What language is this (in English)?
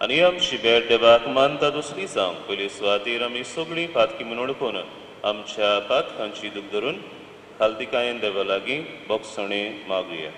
Konkani